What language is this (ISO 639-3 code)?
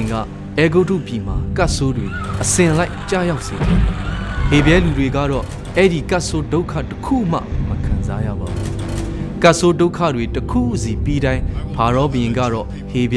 mya